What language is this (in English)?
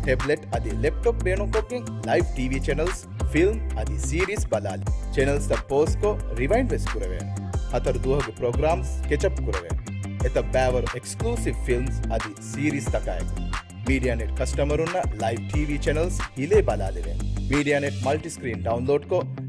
Divehi